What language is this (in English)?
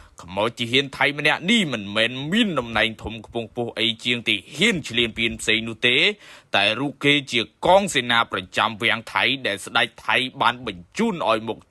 Khmer